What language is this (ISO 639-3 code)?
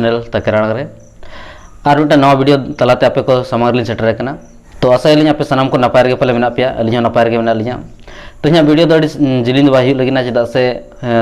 sat